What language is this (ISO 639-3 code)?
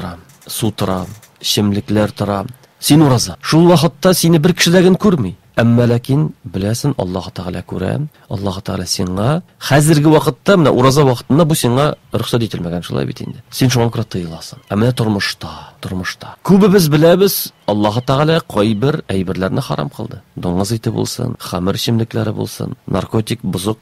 tat